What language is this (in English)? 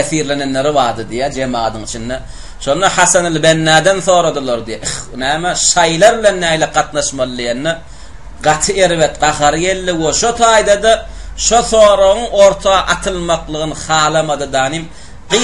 Turkmen